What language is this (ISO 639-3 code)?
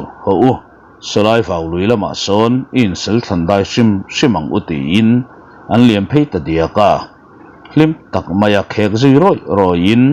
lus